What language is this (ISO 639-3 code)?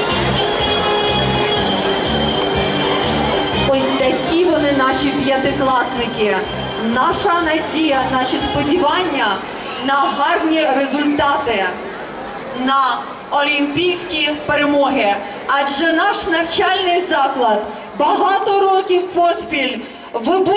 ukr